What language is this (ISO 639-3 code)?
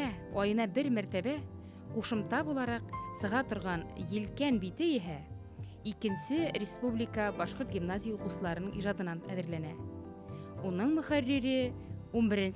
bak